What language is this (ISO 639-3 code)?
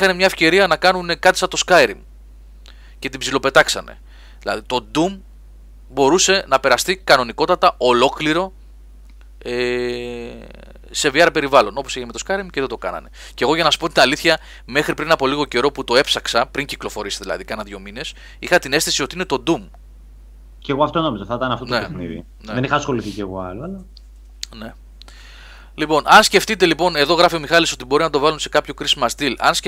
ell